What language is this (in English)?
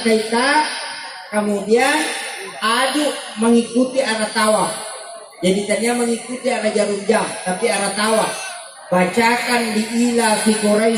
Buginese